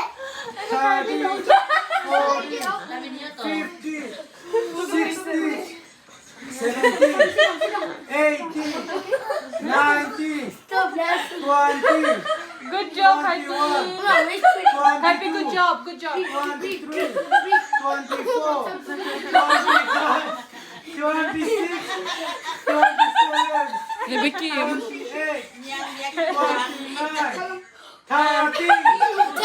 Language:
Cebuano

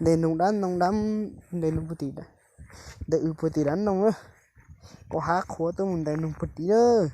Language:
Hmong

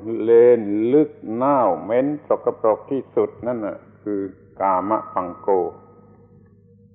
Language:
Thai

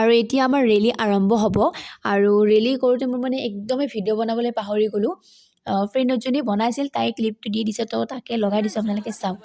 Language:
Assamese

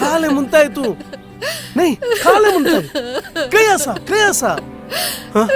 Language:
Konkani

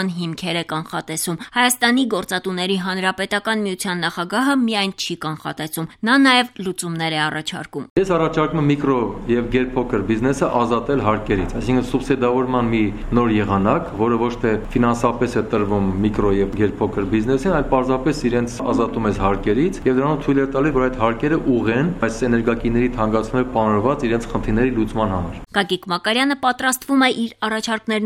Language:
Armenian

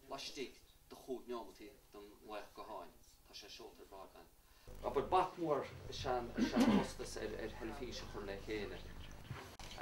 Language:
Irish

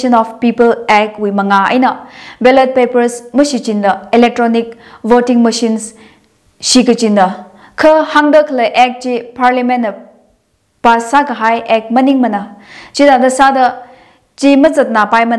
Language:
Tangkhul Naga (India)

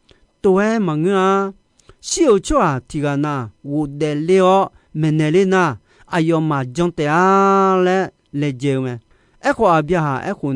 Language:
Akha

